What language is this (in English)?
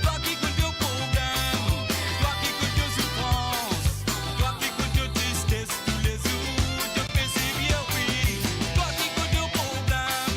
Morisyen